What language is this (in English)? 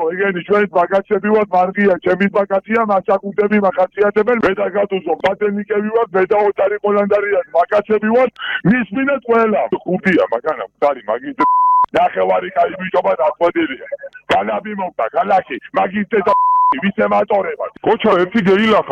Georgian